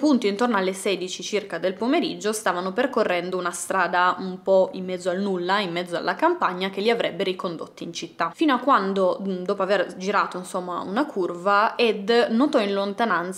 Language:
Italian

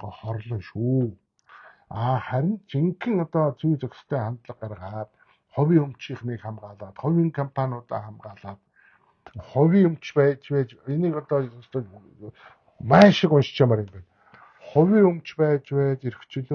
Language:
Mongolian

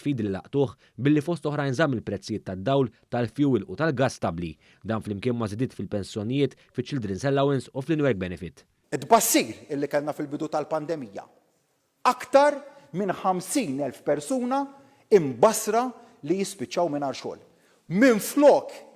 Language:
Maltese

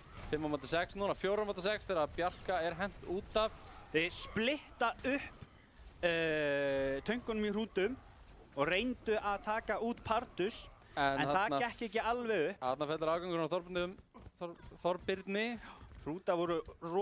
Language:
Icelandic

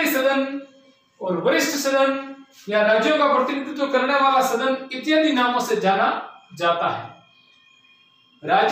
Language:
Hindi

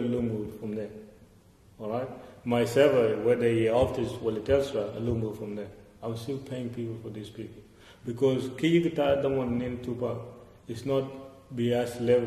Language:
Dinka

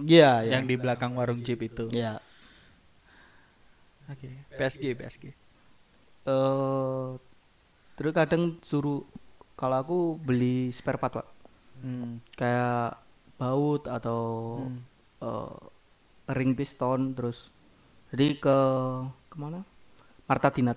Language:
Indonesian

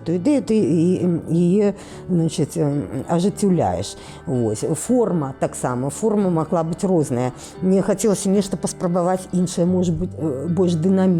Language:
Belarusian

